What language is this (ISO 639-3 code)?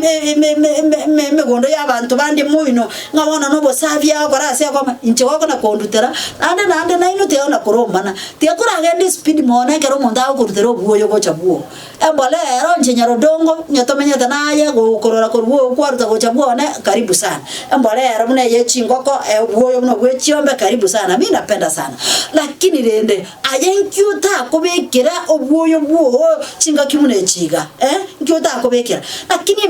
guz